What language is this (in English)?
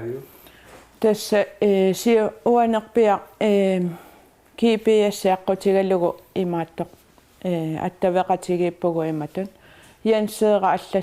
Kalaallisut